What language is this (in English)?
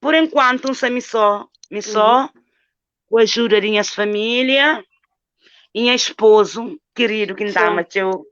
Kabuverdianu